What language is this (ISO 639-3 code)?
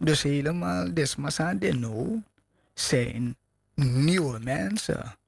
srn